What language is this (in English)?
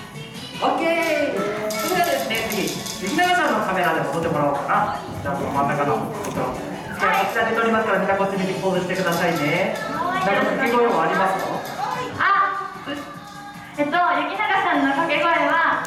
Japanese